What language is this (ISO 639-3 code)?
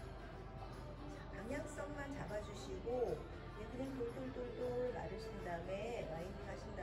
kor